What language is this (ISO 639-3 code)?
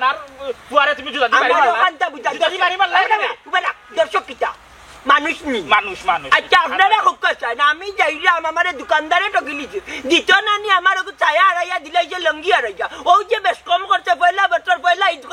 syl